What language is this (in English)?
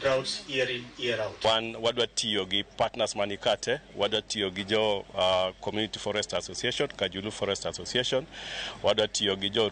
Luo (Kenya and Tanzania)